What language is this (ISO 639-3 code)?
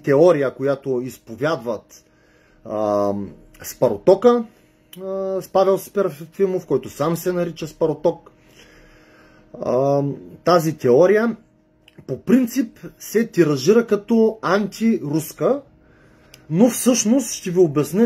bul